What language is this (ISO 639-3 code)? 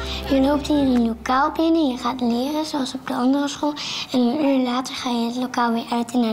nld